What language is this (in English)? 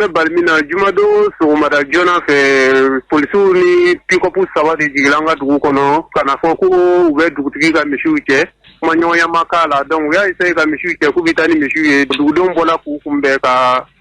Bambara